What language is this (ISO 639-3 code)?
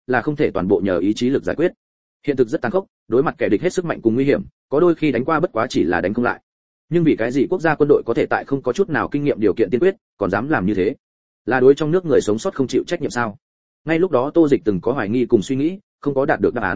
vie